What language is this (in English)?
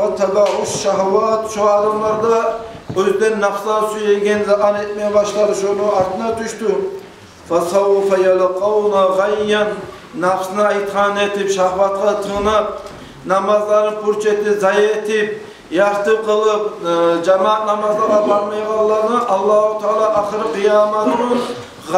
Kumyk